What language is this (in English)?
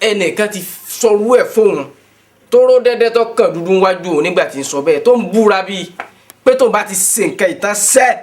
Yoruba